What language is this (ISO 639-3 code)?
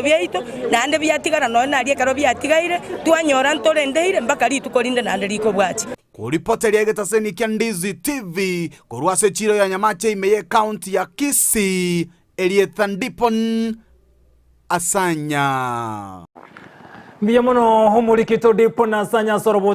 guz